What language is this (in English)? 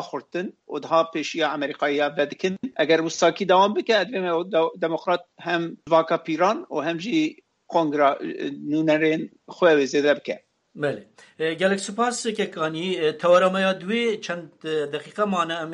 Kurdish